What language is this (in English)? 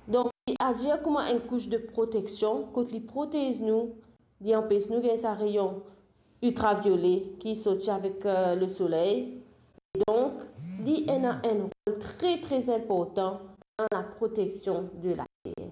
Morisyen